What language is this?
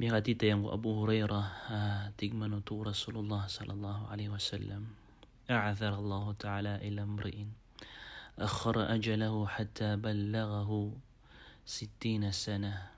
Maranao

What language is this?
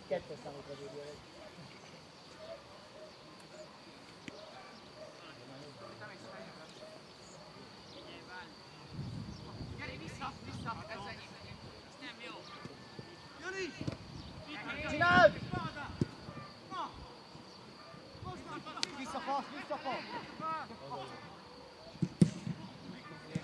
Hungarian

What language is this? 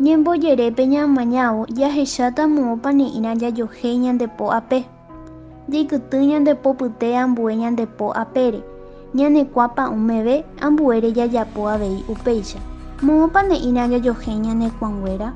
Guarani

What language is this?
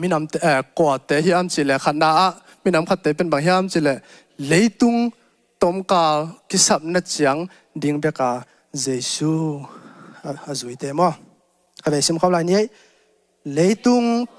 Tedim Chin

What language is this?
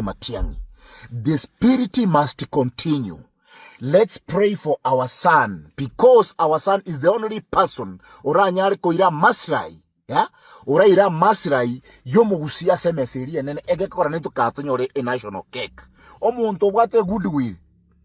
Gusii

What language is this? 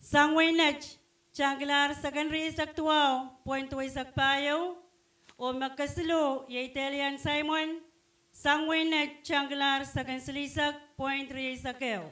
Pohnpeian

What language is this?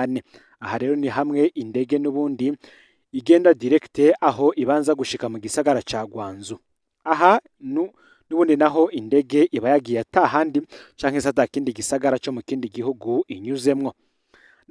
Rundi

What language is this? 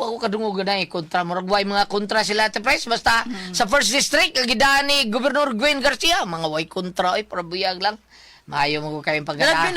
Cebuano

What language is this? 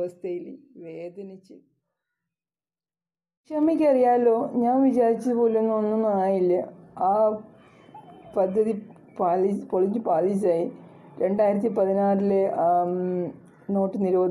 Malayalam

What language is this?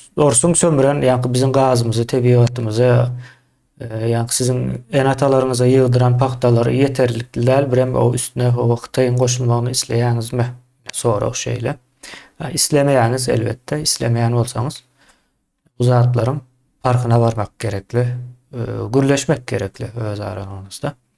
Turkmen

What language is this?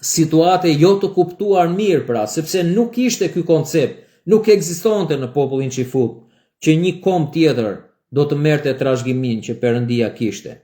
Albanian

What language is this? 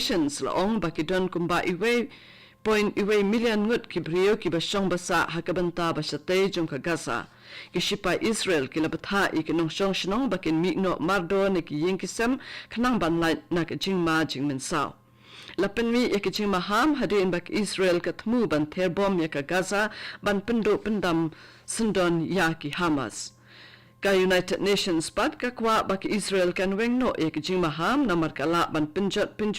Khasi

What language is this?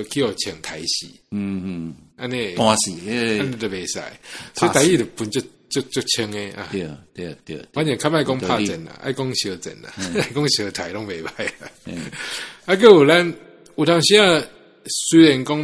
Min Nan Chinese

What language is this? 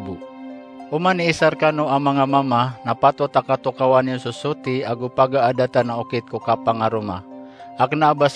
Maranao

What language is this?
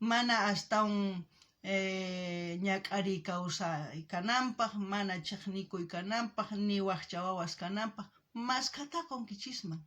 South Bolivian Quechua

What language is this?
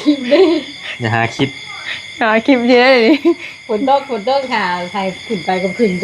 Northeastern Thai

